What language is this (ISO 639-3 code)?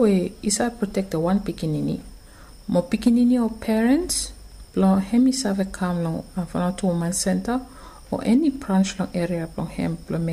bis